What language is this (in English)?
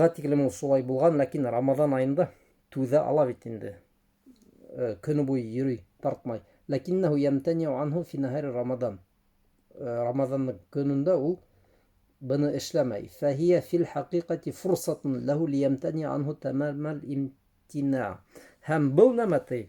Bashkir